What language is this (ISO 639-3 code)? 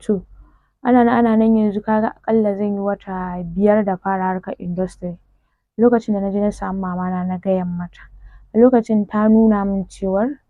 hau